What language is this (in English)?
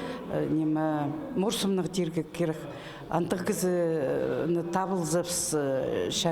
Khakas